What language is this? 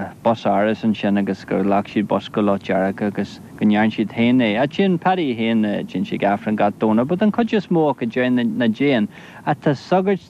Irish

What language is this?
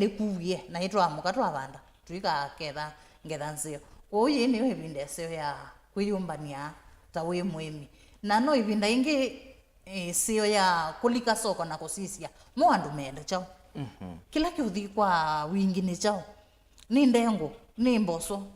Kamba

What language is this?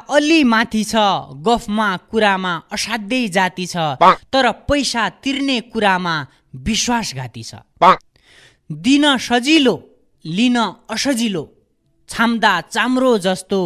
Nepali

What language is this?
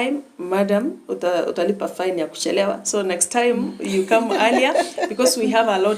Gusii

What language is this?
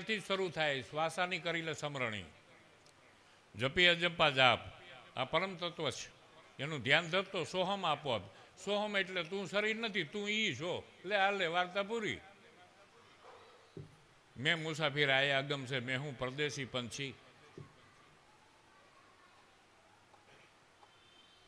Gujarati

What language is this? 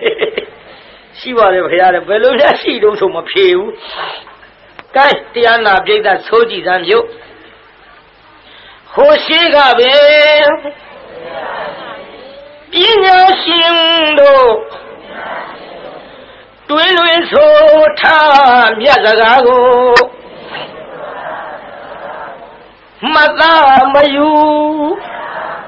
Burmese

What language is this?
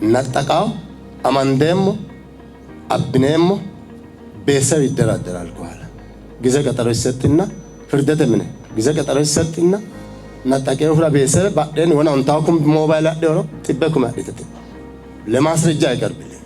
Sidamo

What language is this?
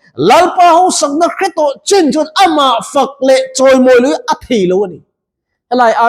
Mizo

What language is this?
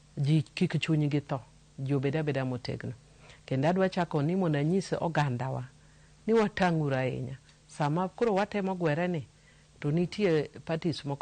Luo (Kenya and Tanzania)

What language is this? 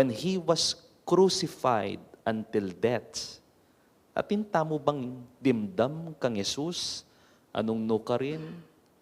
Pampanga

